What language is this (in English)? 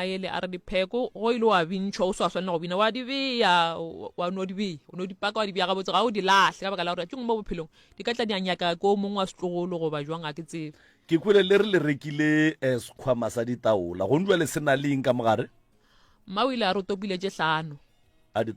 Northern Sotho